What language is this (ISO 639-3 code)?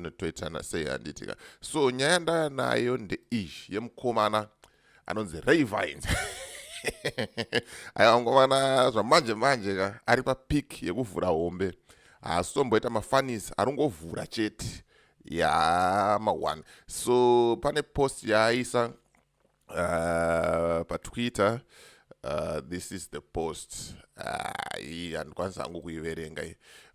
sna